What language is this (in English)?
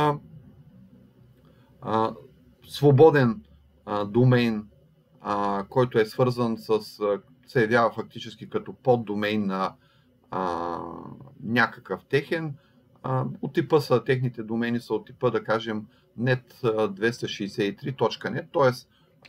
Bulgarian